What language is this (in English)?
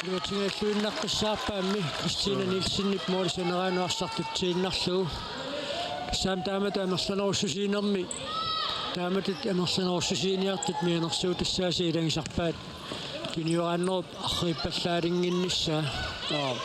Kalaallisut